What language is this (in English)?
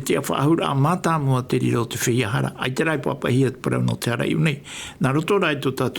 Tahitian